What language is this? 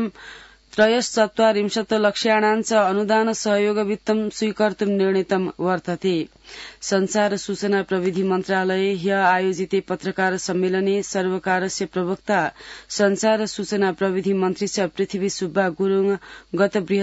Sanskrit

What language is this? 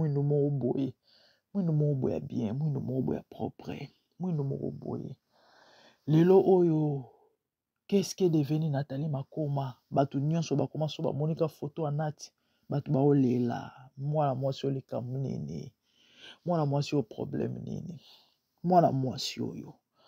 Lingala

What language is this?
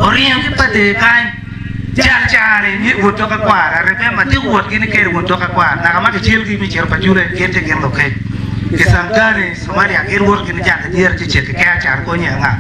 Acoli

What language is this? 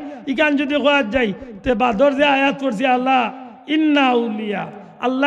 Sylheti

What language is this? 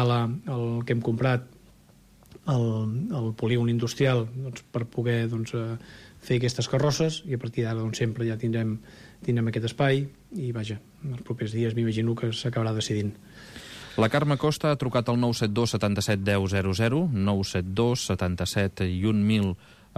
Catalan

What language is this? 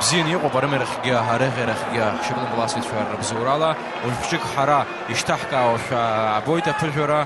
Abkhazian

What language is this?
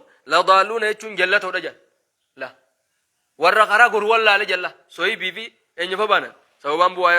Oromo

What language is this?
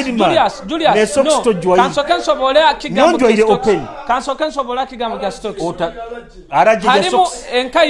Nyoro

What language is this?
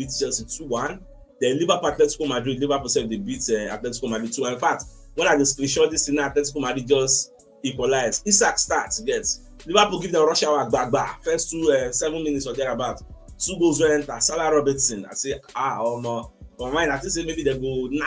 Nigerian Pidgin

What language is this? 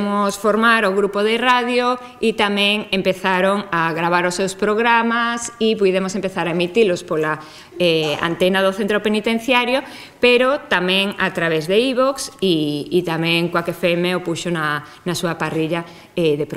Galician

